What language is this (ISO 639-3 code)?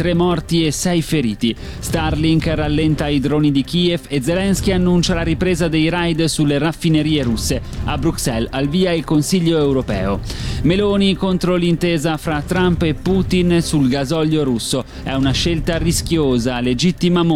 ita